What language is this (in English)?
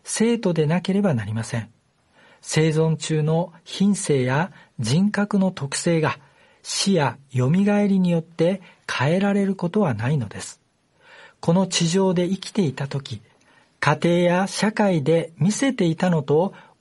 Japanese